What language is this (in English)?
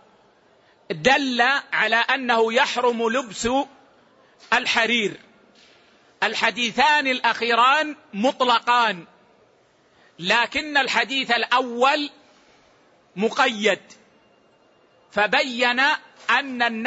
Arabic